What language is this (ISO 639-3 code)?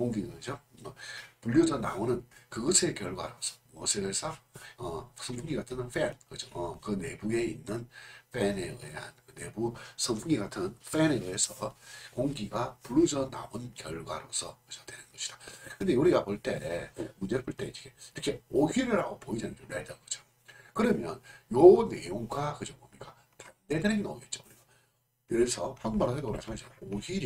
kor